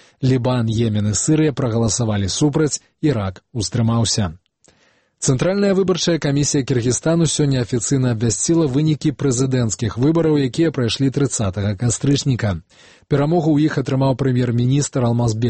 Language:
Belarusian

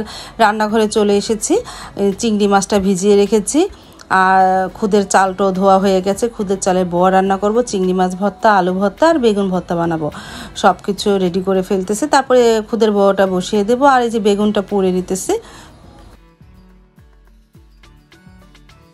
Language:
Bangla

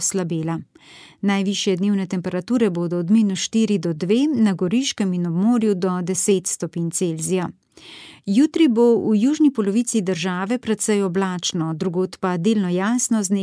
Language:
Slovenian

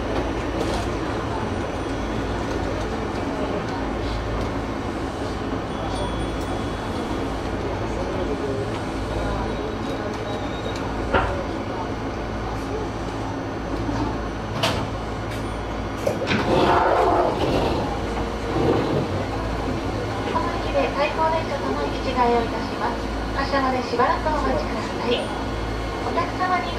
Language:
Japanese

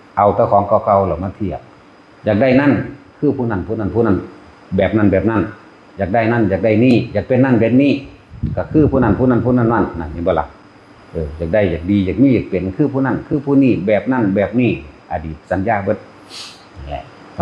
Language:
Northeastern Thai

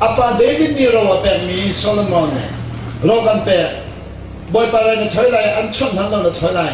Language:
Hakha Chin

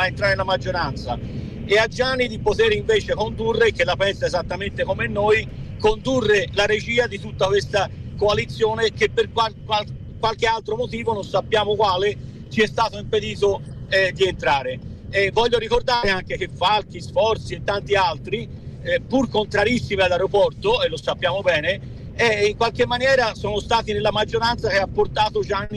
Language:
Italian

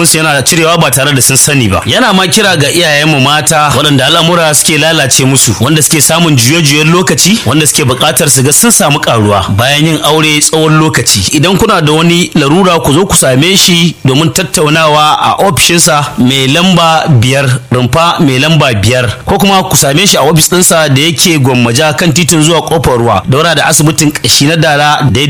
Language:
Hausa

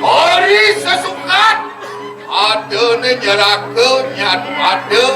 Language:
Balinese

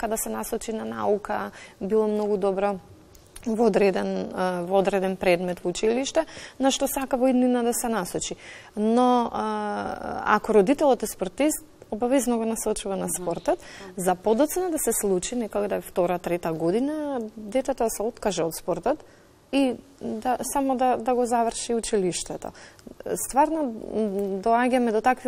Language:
Macedonian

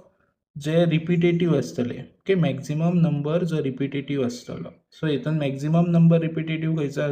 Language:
Konkani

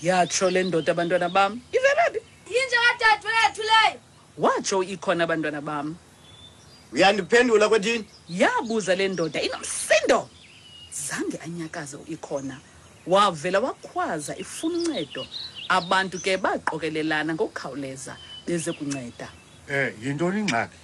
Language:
Xhosa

